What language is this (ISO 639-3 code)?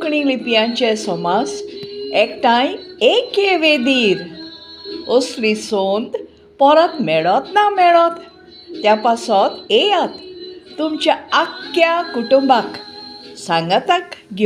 kok